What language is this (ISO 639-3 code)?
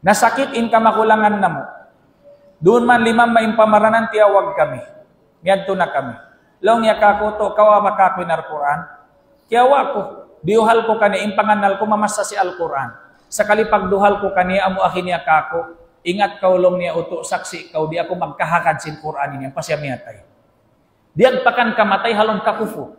tsg